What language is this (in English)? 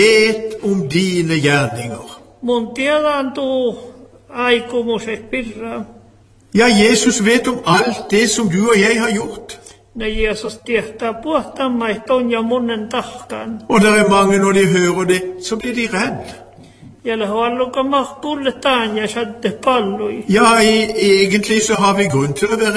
Norwegian